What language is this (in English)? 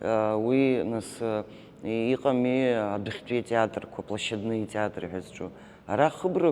Abkhazian